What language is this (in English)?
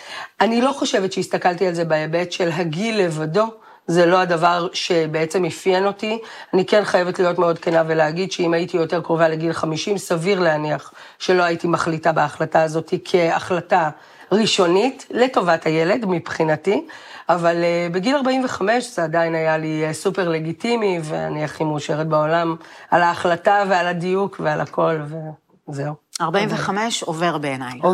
Hebrew